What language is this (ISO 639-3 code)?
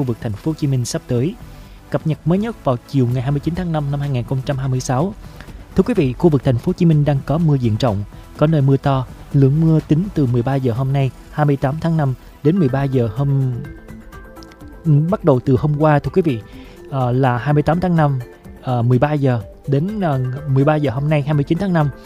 vie